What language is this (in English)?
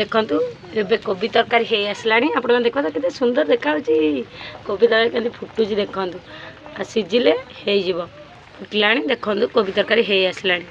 Odia